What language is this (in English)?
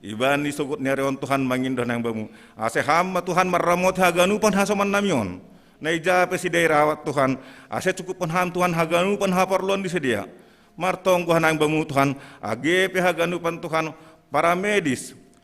Batak Simalungun